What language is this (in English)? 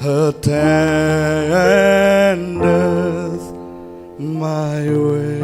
Batak Simalungun